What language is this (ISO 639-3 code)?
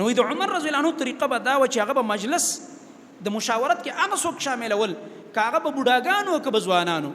pus